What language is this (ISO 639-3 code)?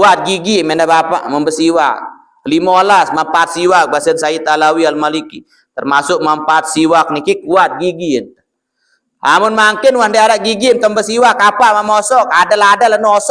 sas